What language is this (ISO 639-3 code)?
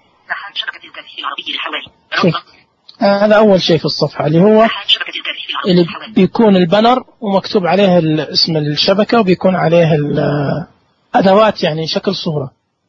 ars